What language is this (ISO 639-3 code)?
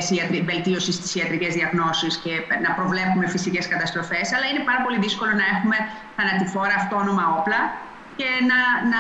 ell